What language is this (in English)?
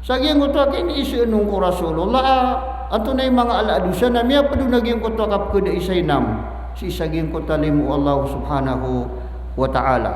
Maranao